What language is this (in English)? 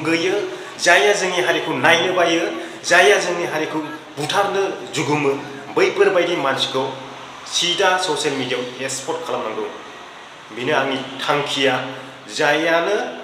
Bodo